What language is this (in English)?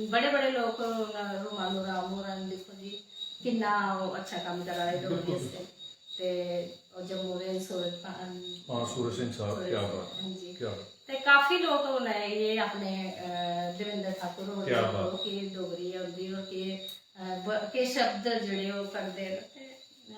Dogri